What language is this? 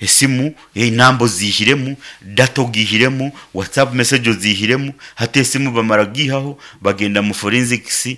Nyankole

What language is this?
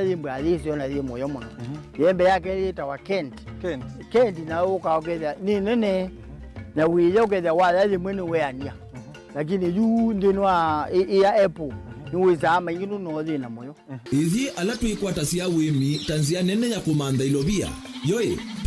Kamba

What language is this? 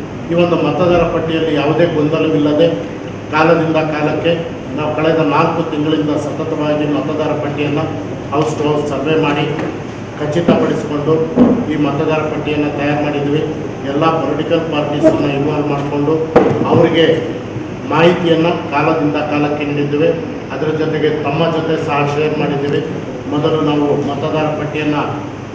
Kannada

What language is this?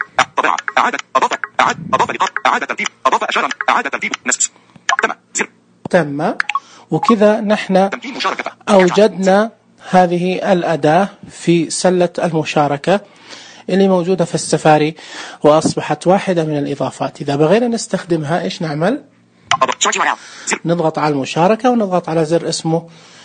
Najdi Arabic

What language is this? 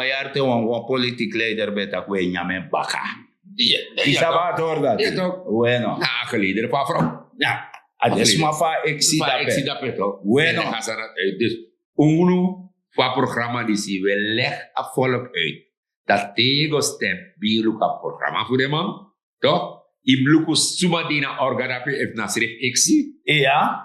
Sranan Tongo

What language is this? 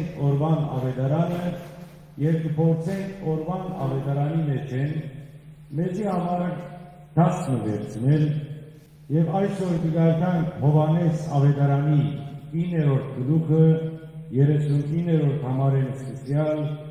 Western Armenian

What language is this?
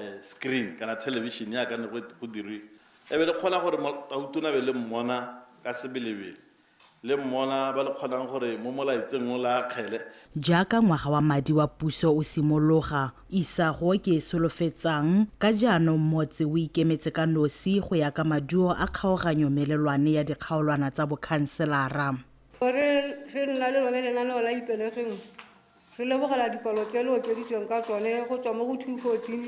Tswana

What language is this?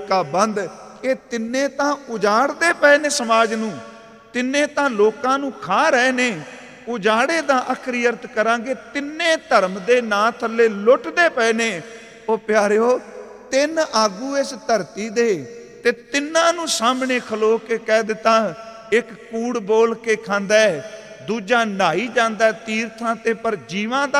Punjabi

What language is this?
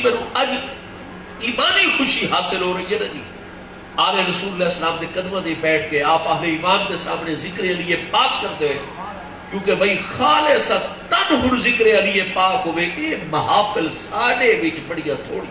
Saraiki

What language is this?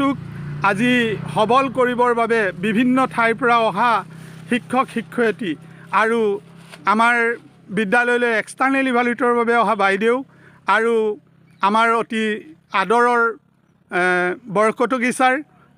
Assamese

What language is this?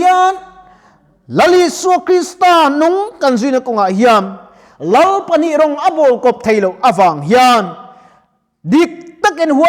Mizo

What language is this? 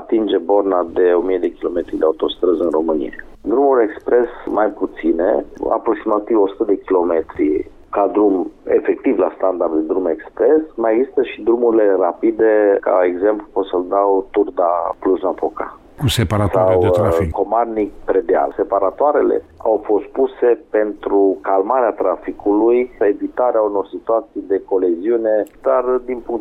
Romanian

